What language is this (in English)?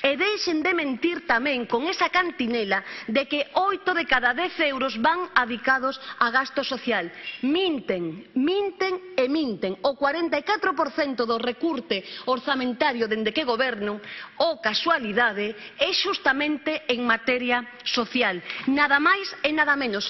Galician